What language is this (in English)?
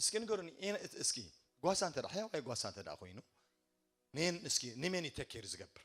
Tigrinya